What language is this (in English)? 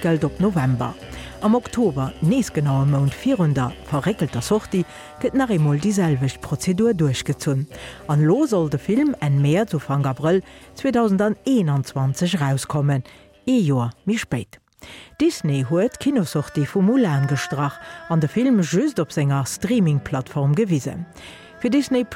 Luxembourgish